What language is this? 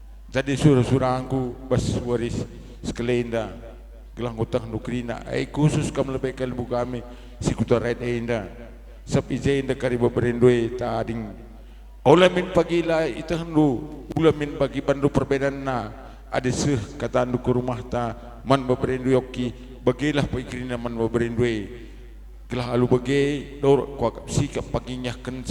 Batak Karo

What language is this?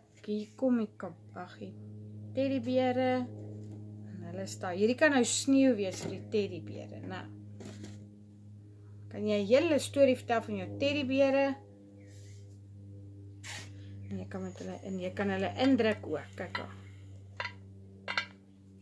Afrikaans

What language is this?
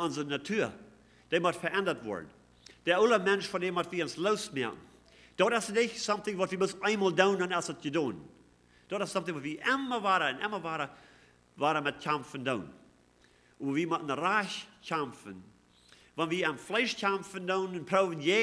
Plautdietsch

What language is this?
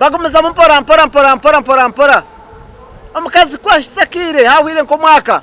Nyankole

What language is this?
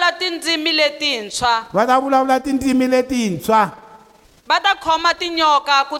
Tsonga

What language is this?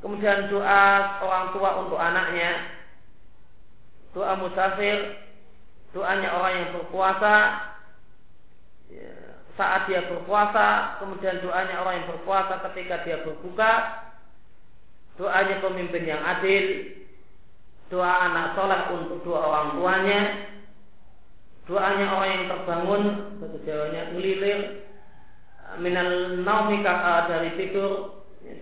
Indonesian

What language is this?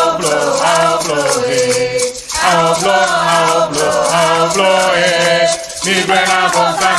Ewe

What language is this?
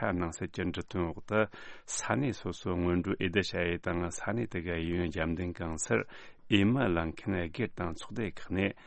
Tibetan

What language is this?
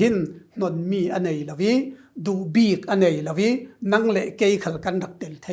Falam Chin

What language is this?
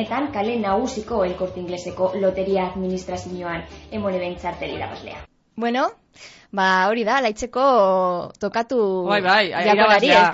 Basque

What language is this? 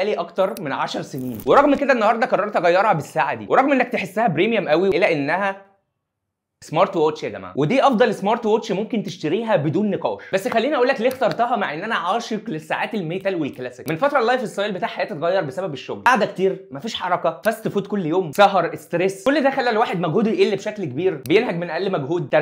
Egyptian Arabic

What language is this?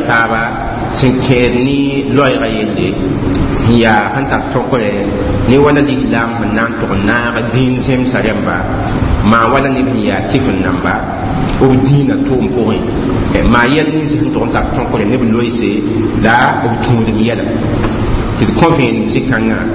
Mossi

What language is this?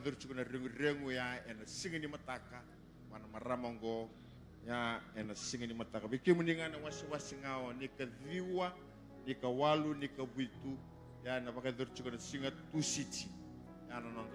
Fijian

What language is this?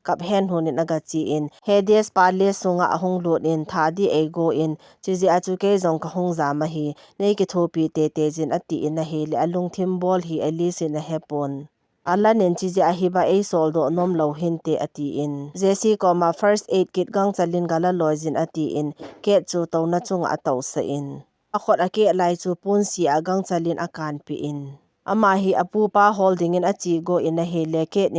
Thado Chin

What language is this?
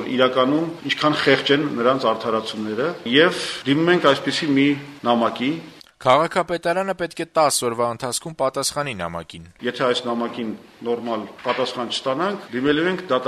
Armenian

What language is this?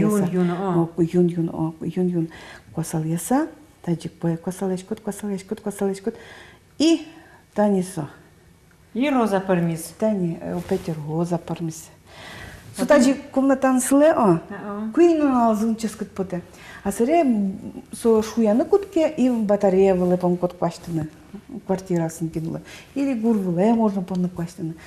Udmurt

